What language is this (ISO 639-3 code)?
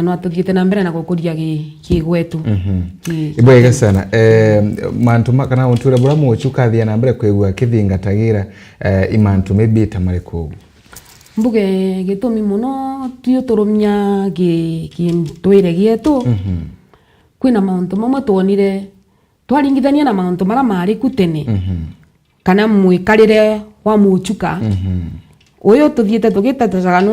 mer